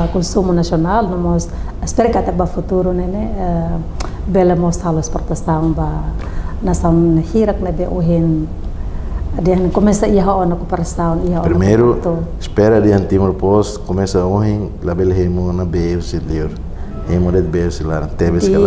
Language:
Tetum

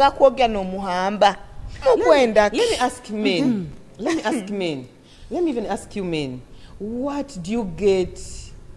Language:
Nyoro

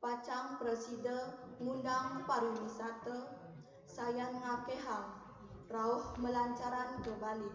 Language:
Balinese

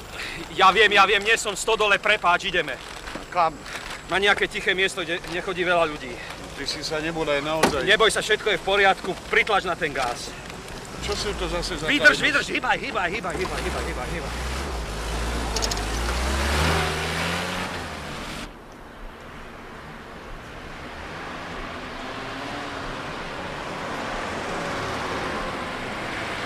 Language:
Slovak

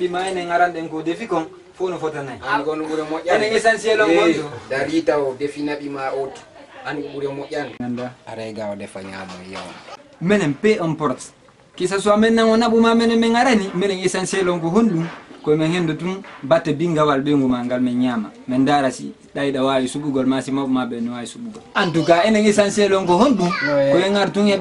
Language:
Fula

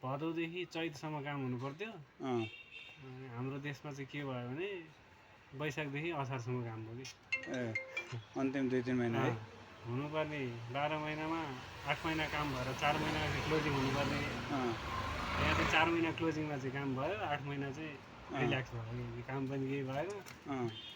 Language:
Nepali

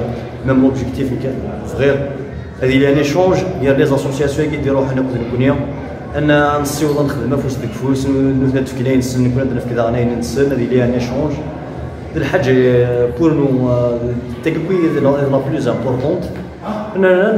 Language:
Kabyle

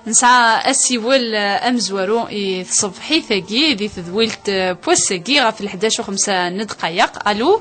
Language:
Kabyle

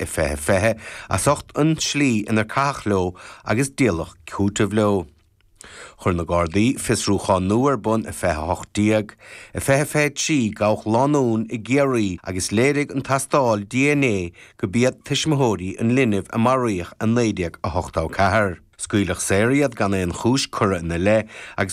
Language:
Irish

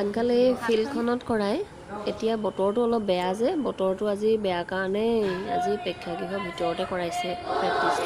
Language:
Assamese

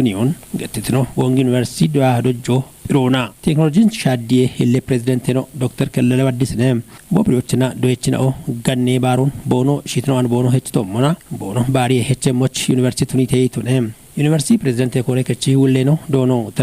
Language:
Kafa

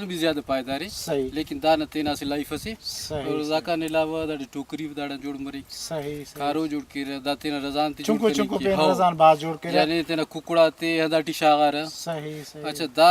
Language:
Brahui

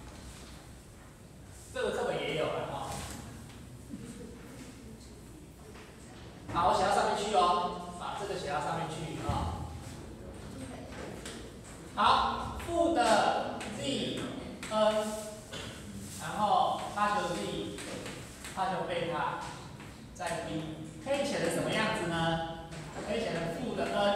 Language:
Chinese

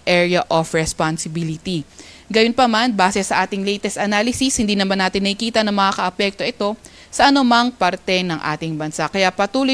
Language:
Filipino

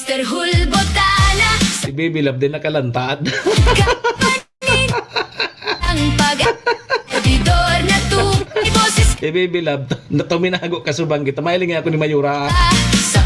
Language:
Bikol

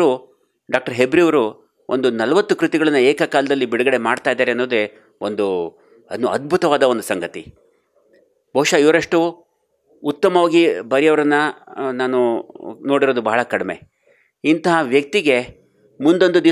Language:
Kannada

